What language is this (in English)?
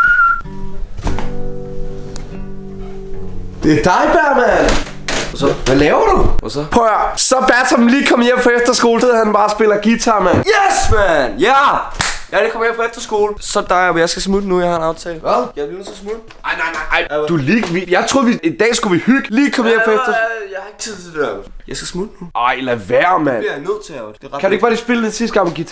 Danish